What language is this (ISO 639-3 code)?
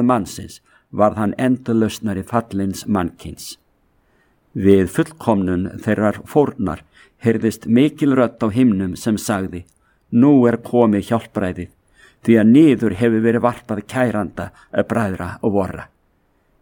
isl